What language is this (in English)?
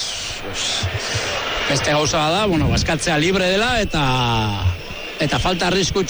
Basque